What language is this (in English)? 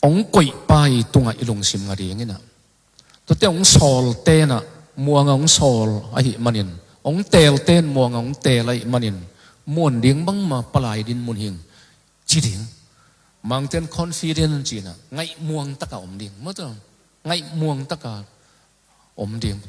Tedim Chin